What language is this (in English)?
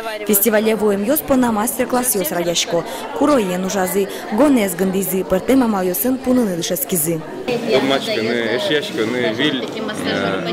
Udmurt